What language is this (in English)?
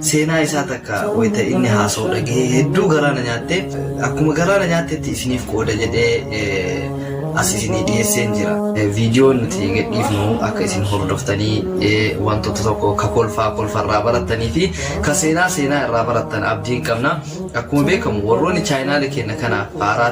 Oromo